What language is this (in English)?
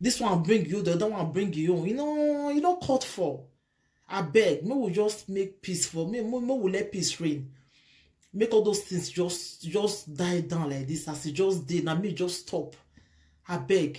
Nigerian Pidgin